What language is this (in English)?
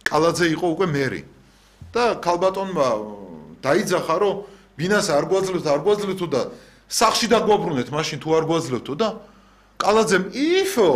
Georgian